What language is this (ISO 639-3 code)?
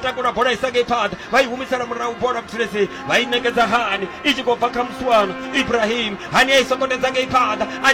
ven